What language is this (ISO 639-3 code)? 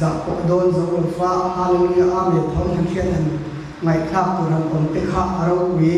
lus